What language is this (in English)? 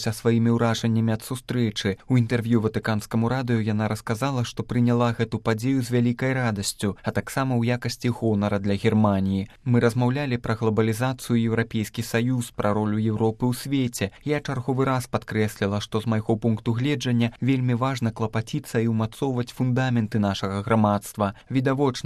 Belarusian